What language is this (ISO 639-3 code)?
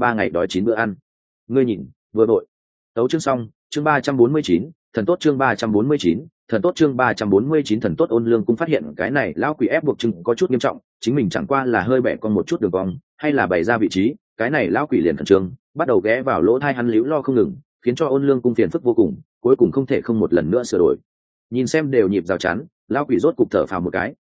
vie